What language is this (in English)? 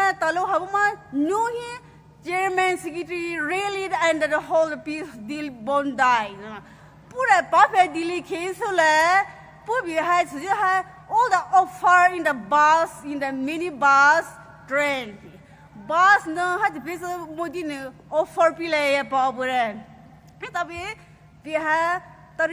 Poumei Naga